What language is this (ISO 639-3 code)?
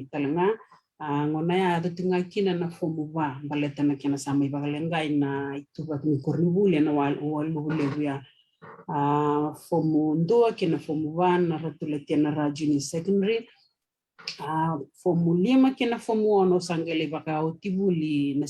fij